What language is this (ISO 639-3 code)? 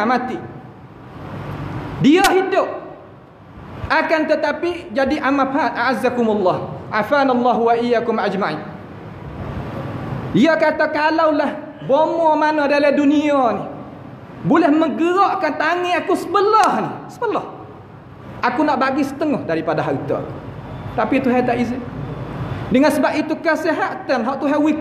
msa